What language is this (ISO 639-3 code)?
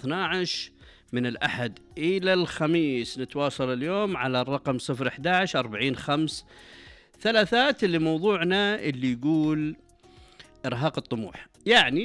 ars